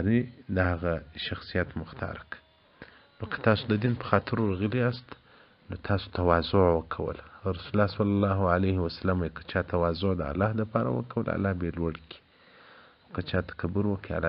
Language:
Pashto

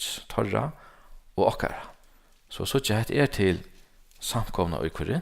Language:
Faroese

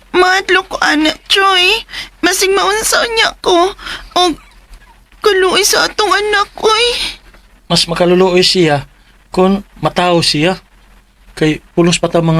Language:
Cebuano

